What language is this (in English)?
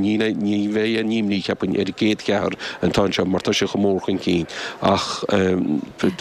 Irish